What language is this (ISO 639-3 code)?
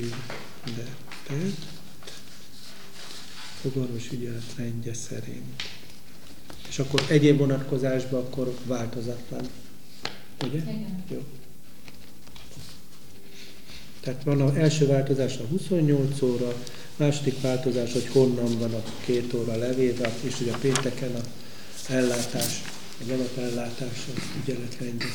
hun